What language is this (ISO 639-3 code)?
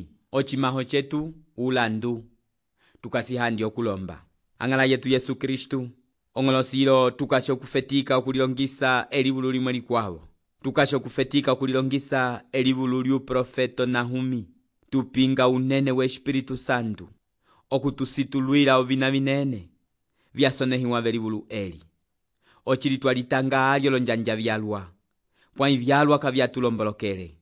umb